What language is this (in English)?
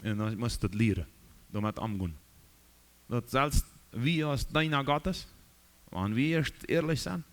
Plautdietsch